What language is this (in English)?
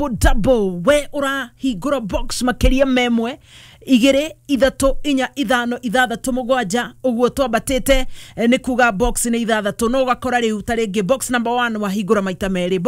Kikuyu